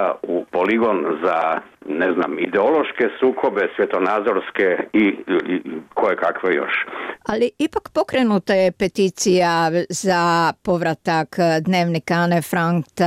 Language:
Croatian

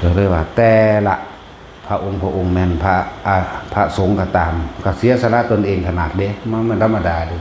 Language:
Lao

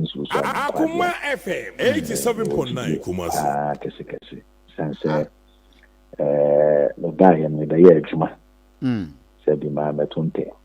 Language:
Akan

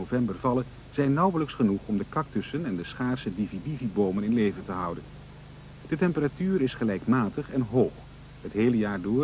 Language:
Dutch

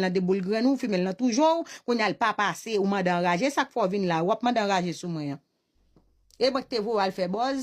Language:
Haitian Creole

